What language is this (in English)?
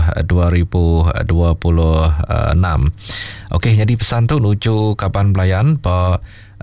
Iban